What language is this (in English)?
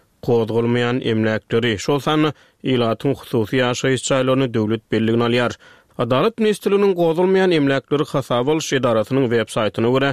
Turkmen